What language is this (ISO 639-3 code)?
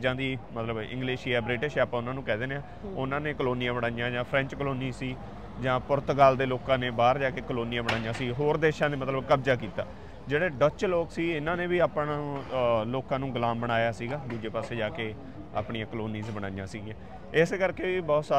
pan